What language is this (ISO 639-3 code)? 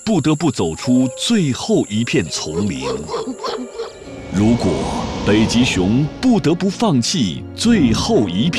zho